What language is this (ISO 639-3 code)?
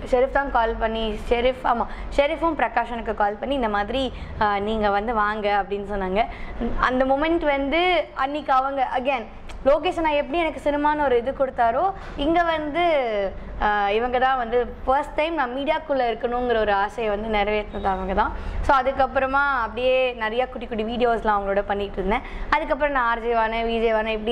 tam